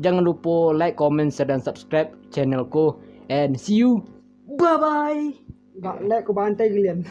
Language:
Minangkabau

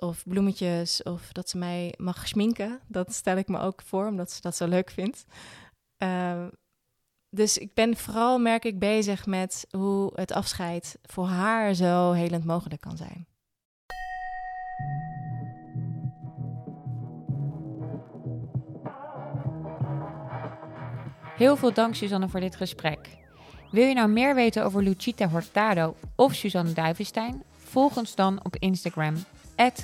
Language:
Dutch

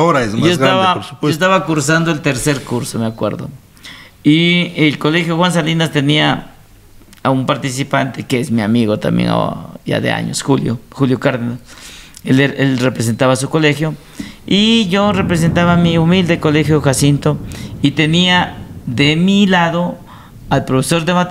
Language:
Spanish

